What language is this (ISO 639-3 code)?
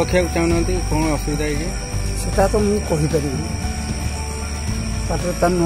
ori